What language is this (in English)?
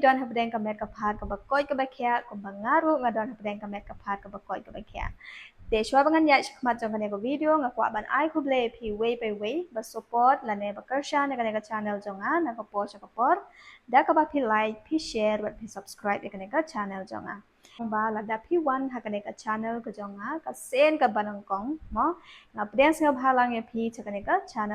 Khasi